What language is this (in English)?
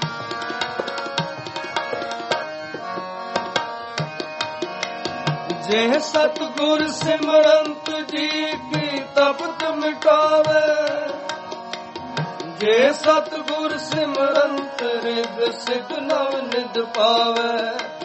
Punjabi